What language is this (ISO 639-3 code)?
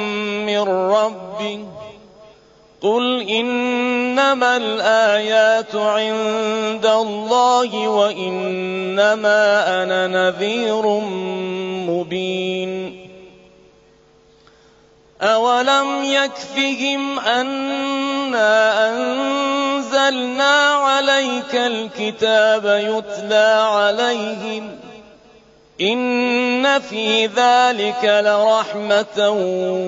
ara